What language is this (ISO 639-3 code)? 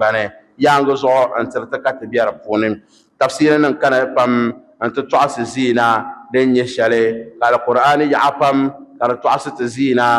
dag